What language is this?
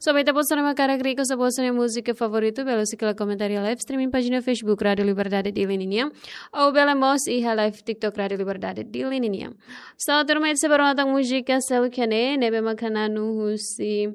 Tetum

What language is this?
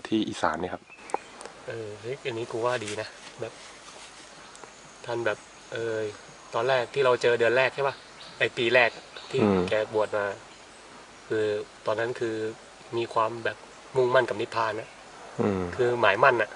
Thai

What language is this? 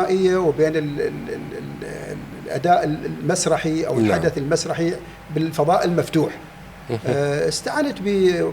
Mesopotamian Arabic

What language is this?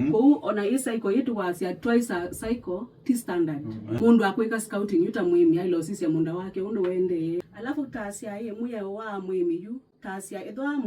Kamba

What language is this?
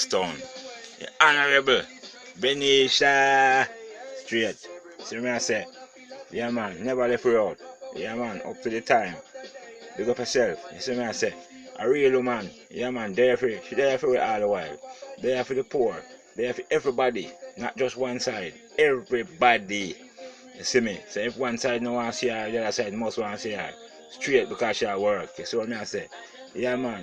Jamaican Creole English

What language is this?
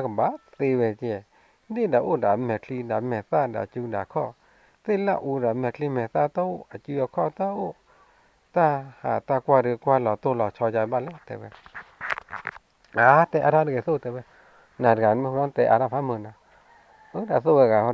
S'gaw Karen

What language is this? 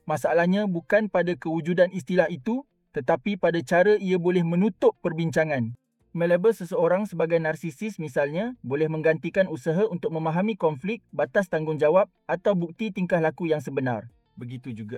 Malay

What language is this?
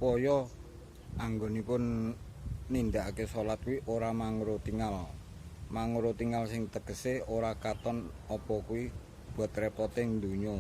Javanese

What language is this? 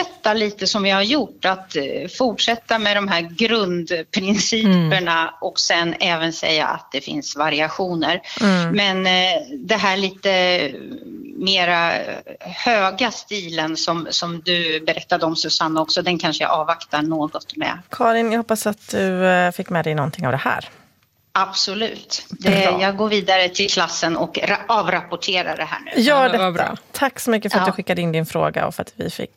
Swedish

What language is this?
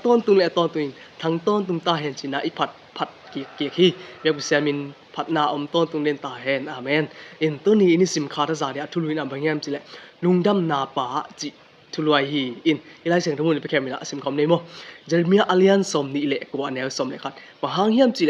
Tedim Chin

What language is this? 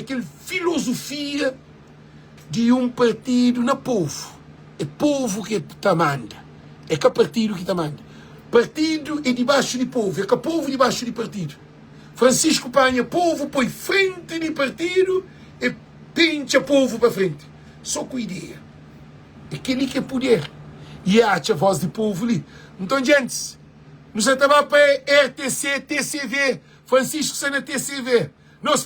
Kabuverdianu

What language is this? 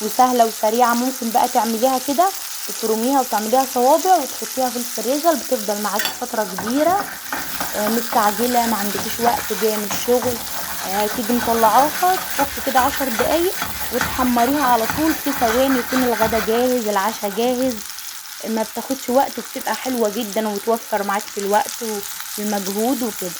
Egyptian Arabic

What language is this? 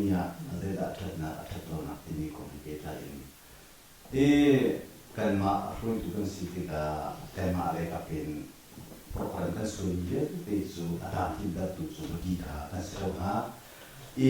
Hakha Chin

